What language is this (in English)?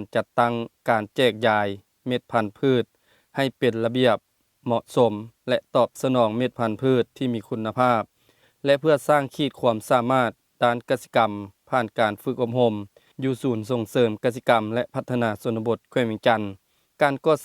Lao